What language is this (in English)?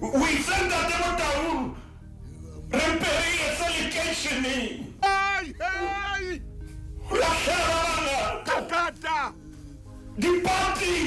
Southern Sotho